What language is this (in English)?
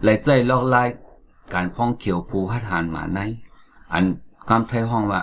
Shan